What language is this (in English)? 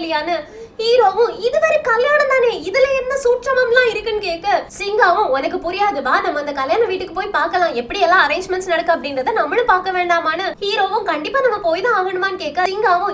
Tamil